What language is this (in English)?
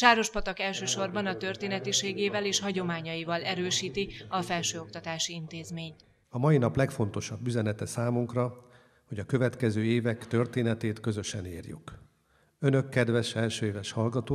Hungarian